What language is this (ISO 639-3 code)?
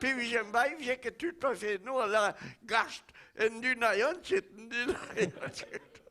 bre